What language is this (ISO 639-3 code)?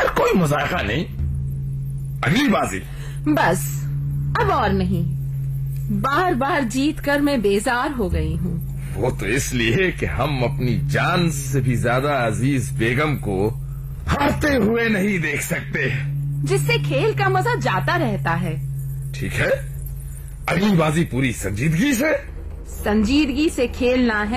urd